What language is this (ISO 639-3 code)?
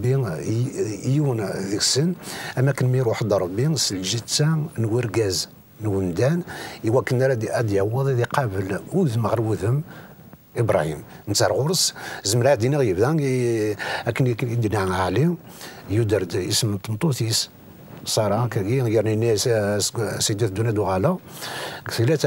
kab